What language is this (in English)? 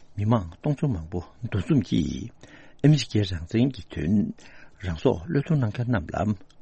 Tibetan